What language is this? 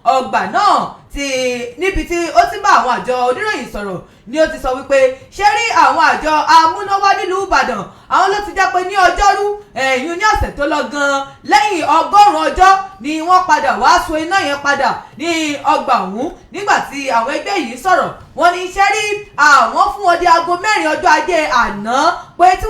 Yoruba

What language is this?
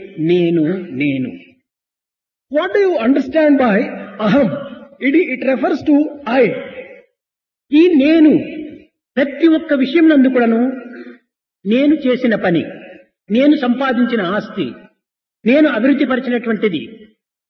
Telugu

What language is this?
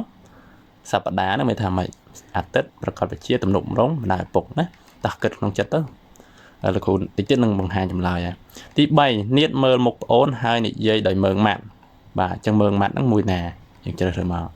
Khmer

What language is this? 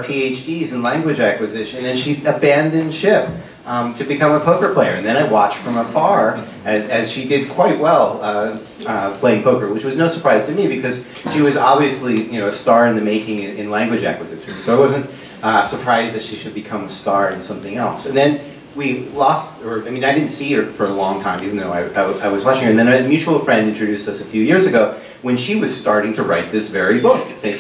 English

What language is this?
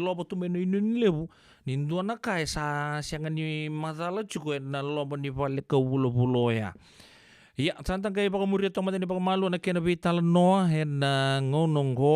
Fijian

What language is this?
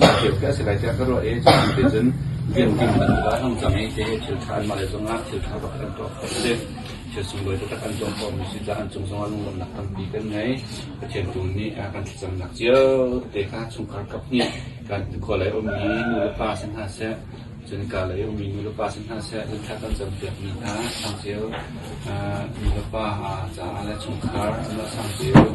Hakha Chin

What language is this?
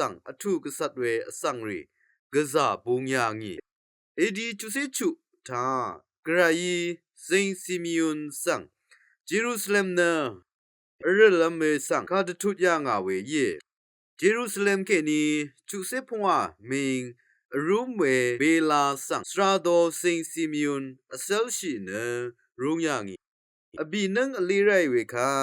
Rawang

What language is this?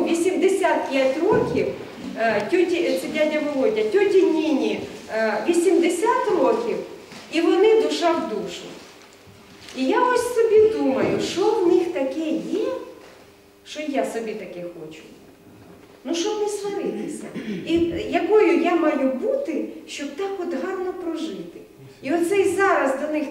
Ukrainian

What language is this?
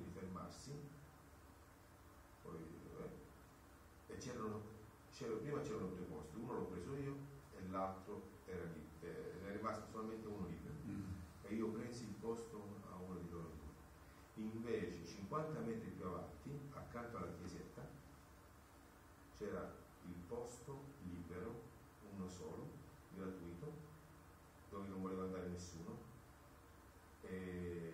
Italian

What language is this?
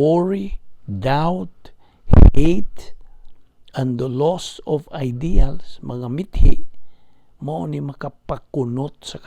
Cebuano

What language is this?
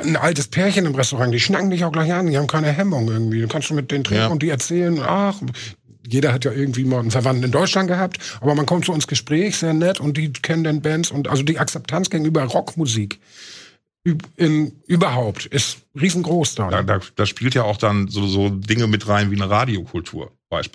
German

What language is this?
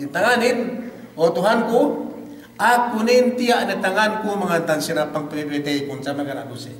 Yakan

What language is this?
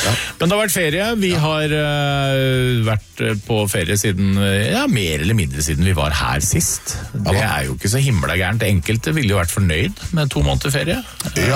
Norwegian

